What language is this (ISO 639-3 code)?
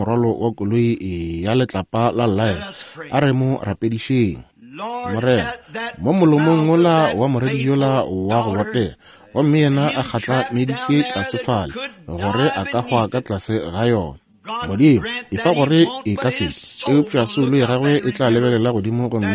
nso